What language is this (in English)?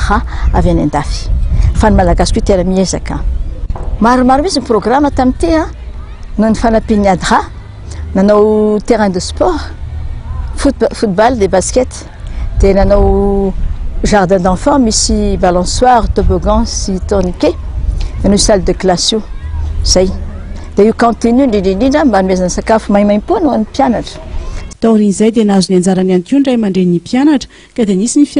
Malagasy